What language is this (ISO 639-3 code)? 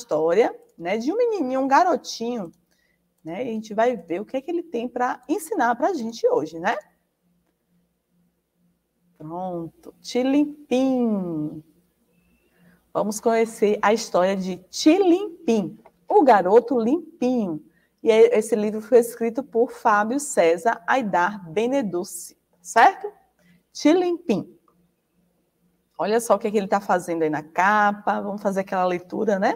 por